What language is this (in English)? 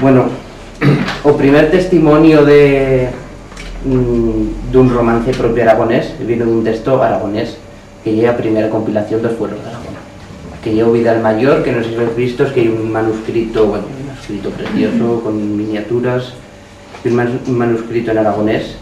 Aragonese